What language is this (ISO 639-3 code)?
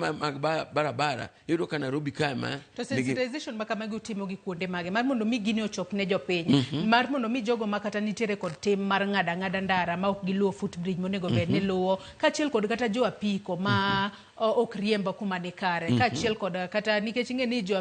luo